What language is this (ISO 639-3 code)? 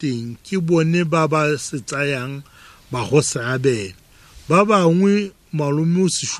tsn